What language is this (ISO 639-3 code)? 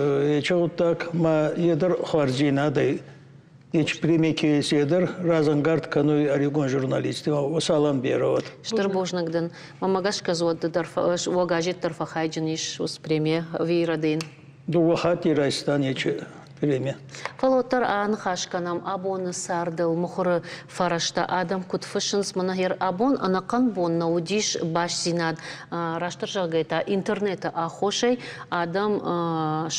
oss